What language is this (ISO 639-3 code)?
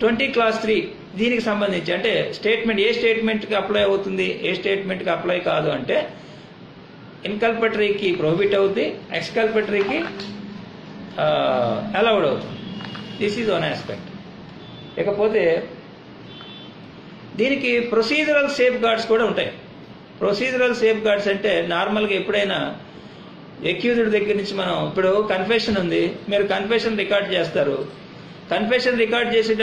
tel